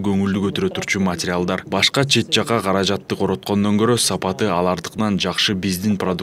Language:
Kyrgyz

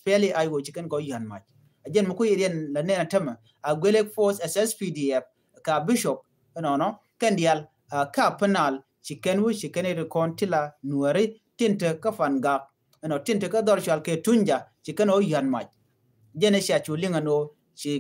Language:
Nuer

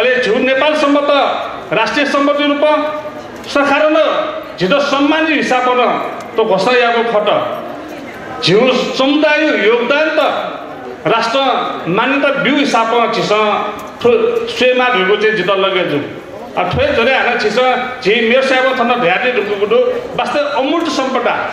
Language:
Newari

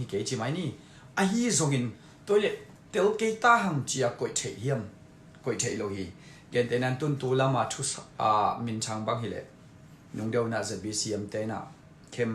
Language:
Tedim Chin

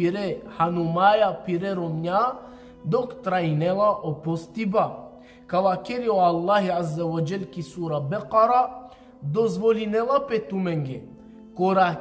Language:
Balkan Romani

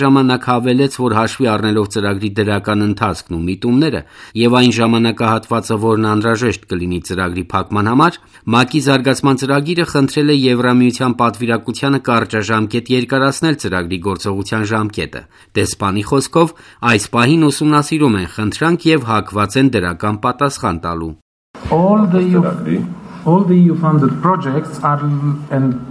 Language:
Armenian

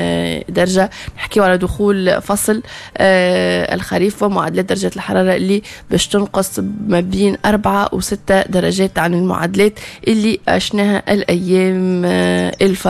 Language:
Tunisian Arabic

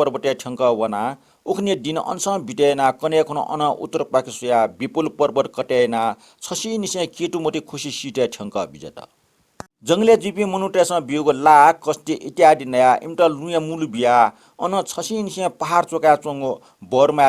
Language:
Newari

